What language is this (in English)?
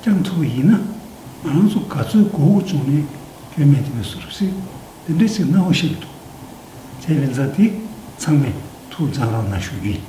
Tibetan